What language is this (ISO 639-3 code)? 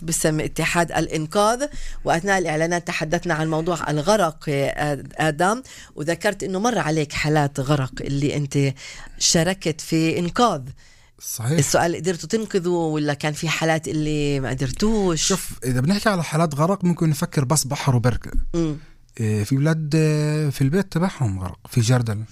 apc